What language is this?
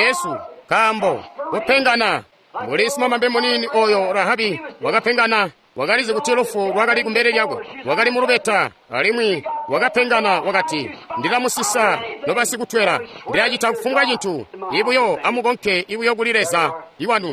Tonga (Zambia)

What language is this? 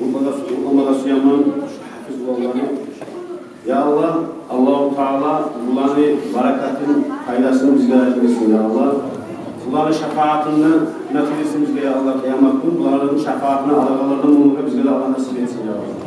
Kumyk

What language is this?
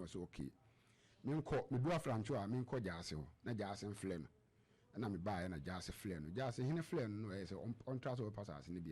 Akan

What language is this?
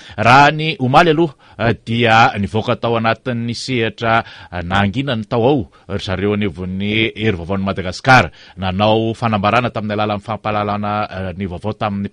Malagasy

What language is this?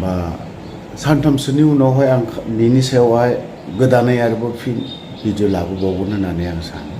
Bodo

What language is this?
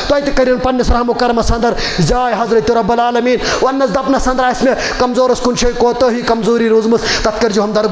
Kashmiri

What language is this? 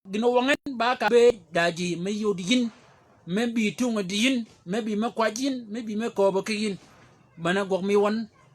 Shilluk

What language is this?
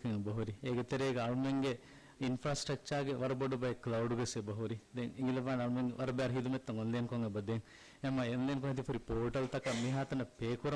Divehi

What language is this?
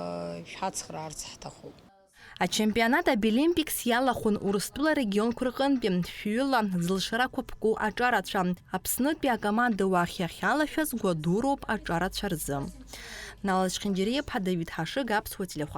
Abkhazian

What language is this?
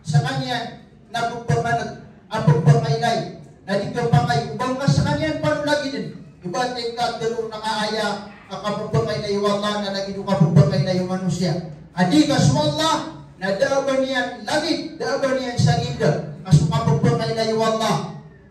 Maranao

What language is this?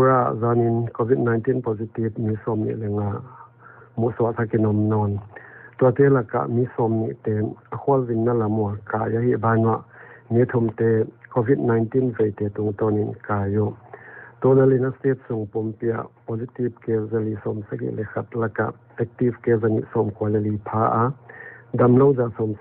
Paite Chin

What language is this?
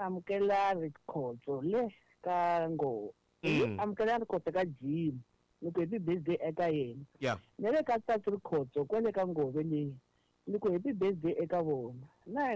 Tsonga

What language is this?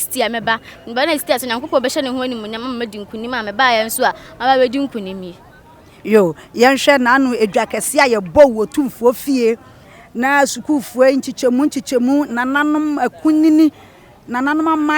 Akan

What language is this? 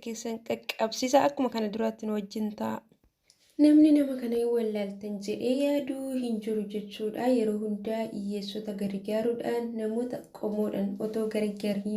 Oromo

